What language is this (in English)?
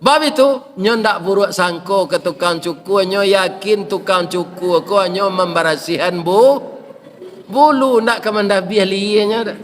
Minangkabau